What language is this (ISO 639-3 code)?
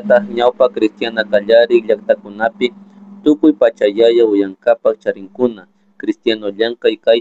qug